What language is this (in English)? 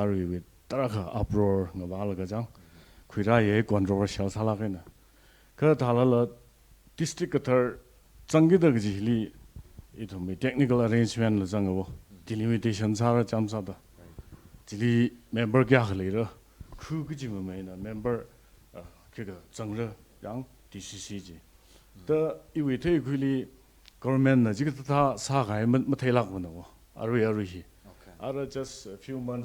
Tangkhul Naga (India)